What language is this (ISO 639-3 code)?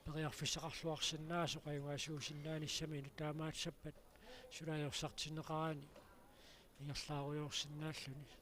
kal